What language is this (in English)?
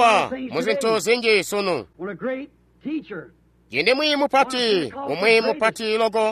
Tonga (Zambia)